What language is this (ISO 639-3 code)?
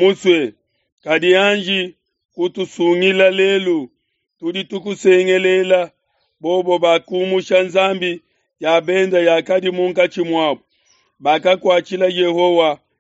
lua